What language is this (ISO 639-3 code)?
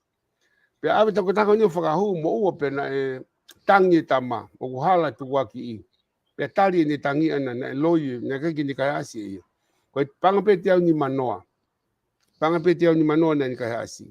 ton